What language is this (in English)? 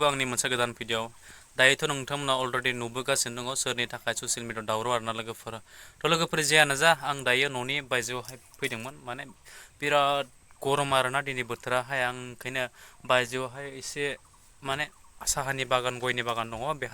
Bodo